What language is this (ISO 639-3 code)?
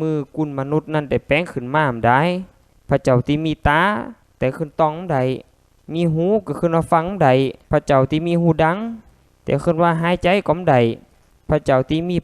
lao